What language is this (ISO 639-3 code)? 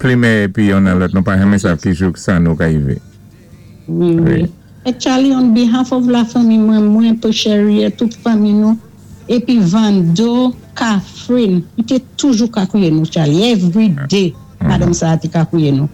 acf